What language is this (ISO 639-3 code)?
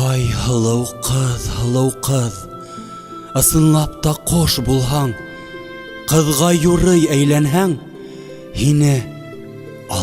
bak